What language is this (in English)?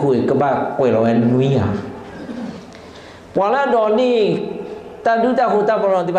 S'gaw Karen